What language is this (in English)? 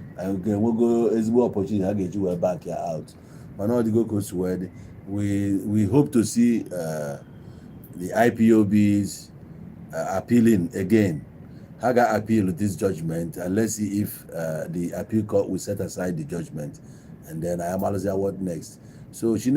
Igbo